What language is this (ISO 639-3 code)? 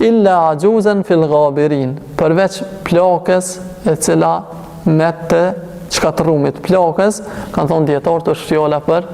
sqi